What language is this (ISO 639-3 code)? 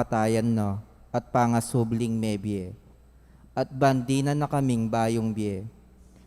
pam